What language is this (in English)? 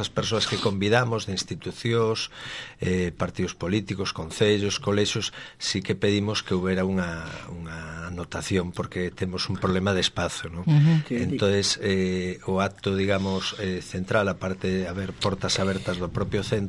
Galician